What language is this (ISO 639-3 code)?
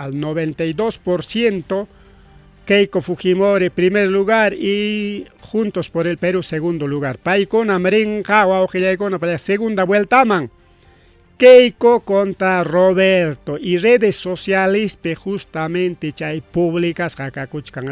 quy